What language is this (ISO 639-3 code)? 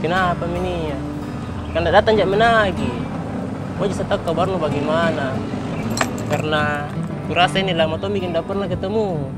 mfp